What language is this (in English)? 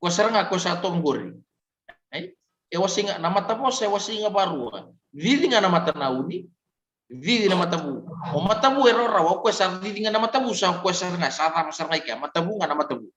Fijian